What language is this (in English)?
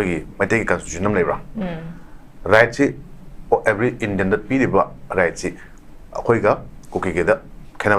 Manipuri